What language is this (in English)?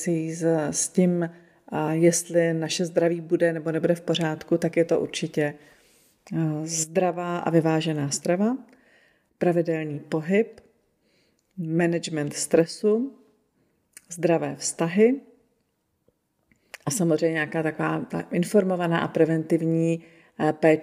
Czech